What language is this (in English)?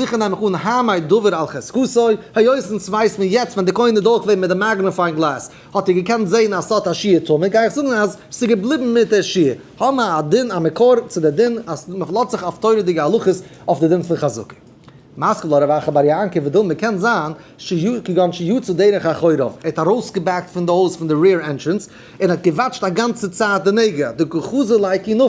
Yiddish